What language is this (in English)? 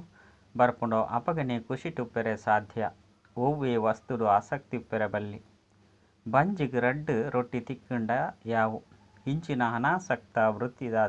Tulu